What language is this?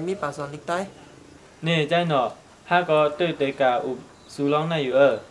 Shan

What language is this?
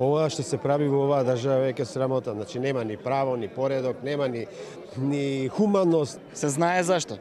Macedonian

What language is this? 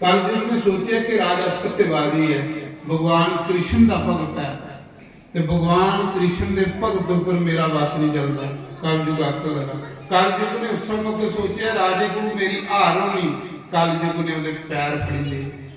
Dogri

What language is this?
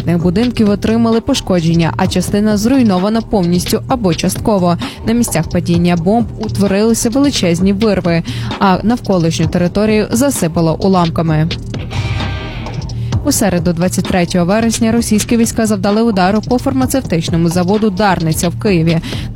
Ukrainian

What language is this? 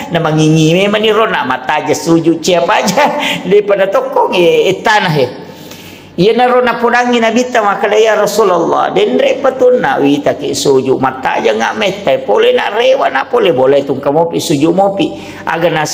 Buginese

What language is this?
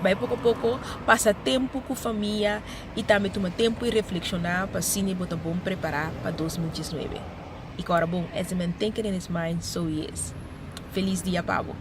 Papiamento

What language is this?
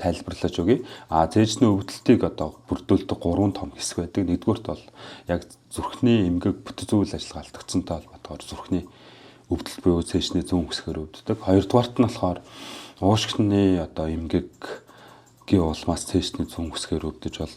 Mongolian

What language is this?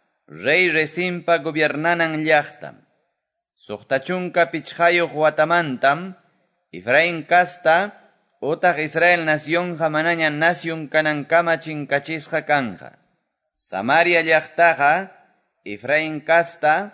Quechua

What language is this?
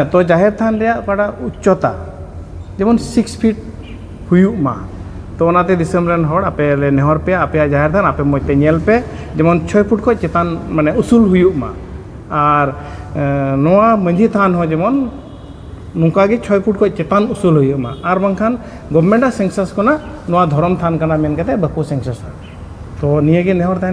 Santali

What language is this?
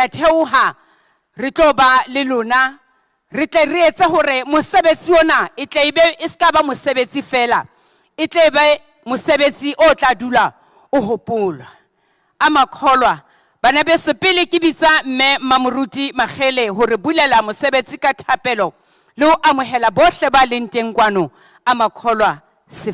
Southern Sotho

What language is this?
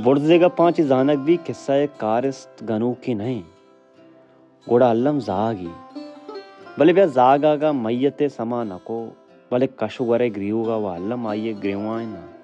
Baluchi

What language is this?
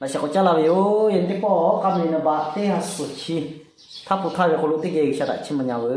Lahu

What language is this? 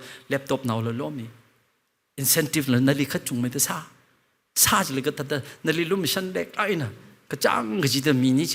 Tangkhul Naga (India)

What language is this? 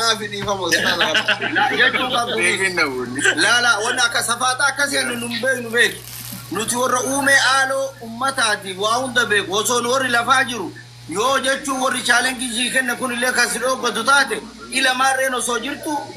Oromo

